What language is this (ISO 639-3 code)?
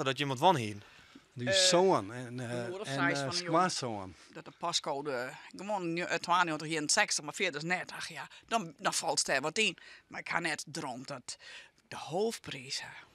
fry